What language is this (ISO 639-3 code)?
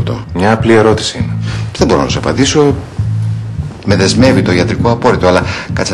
ell